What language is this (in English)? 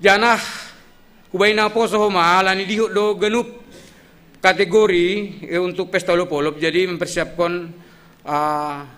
Batak Simalungun